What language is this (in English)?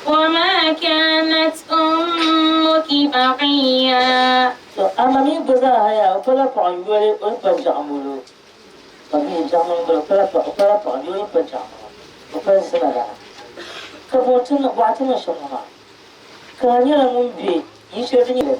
Dagbani